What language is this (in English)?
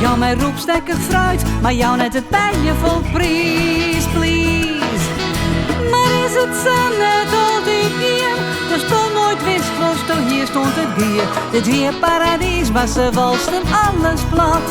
Western Frisian